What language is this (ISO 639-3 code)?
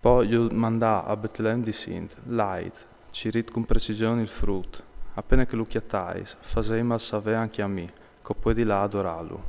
fur